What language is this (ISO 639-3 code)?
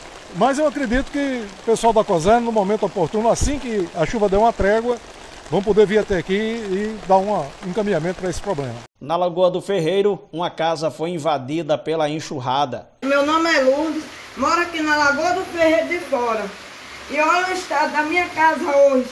por